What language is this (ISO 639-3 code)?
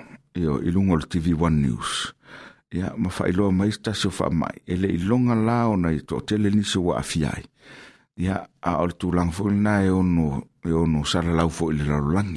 smo